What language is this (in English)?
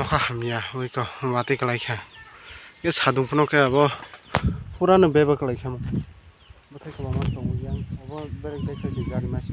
Kok Borok